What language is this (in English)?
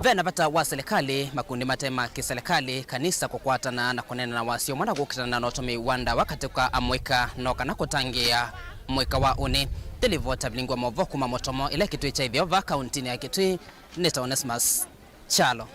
Kamba